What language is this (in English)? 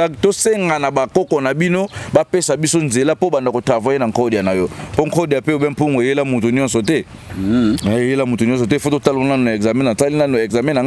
Lingala